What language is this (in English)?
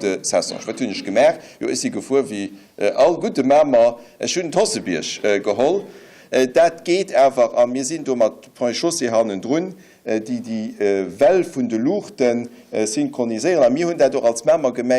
Luxembourgish